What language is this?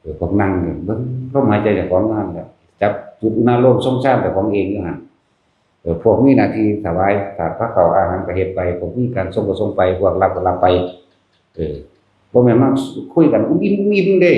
Northeastern Thai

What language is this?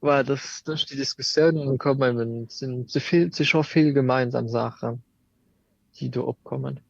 Luxembourgish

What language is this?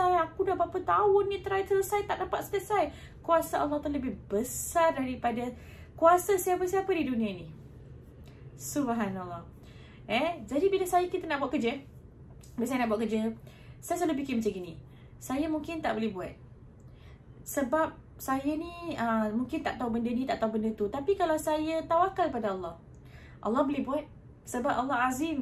Malay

